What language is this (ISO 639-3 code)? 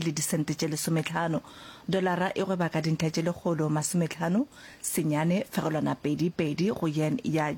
nso